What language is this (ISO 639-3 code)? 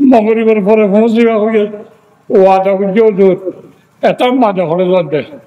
rhg